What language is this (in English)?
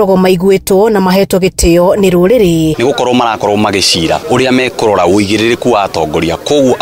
Kikuyu